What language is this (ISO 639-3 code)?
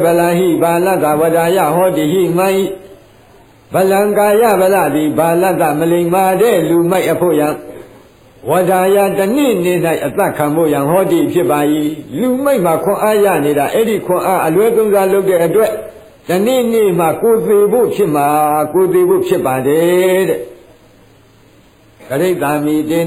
mya